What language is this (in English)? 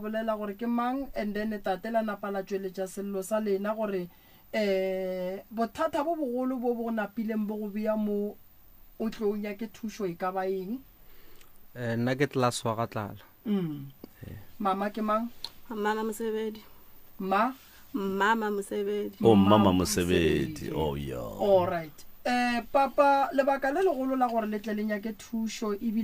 Northern Sotho